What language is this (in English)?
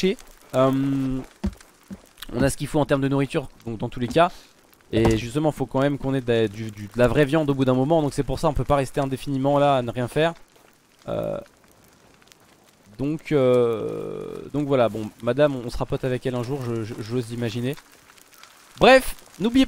French